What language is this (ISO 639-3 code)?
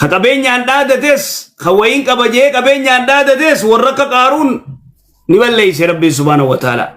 orm